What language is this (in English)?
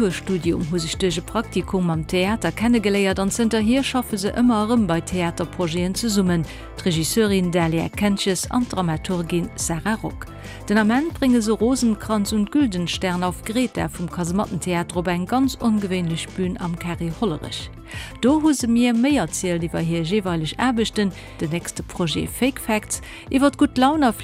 Luxembourgish